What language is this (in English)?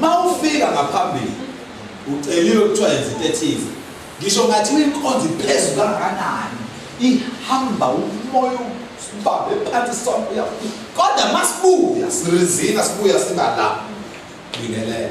Zulu